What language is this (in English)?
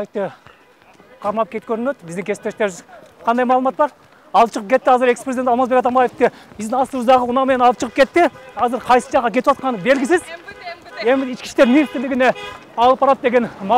Kyrgyz